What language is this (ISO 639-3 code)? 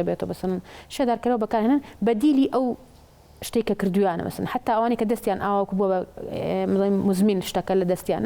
ckb